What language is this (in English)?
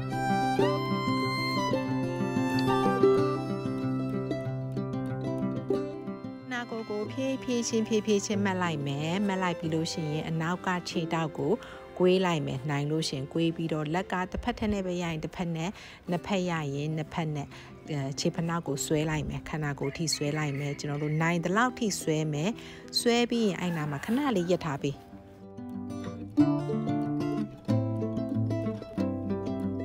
Burmese